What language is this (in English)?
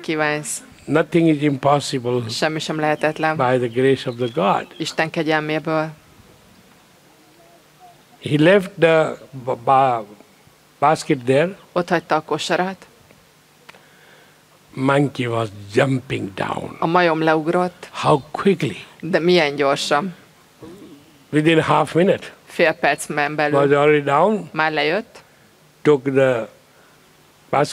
Hungarian